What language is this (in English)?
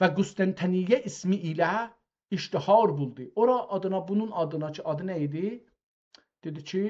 South Azerbaijani